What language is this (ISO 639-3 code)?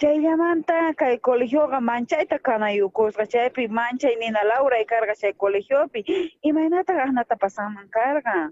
quh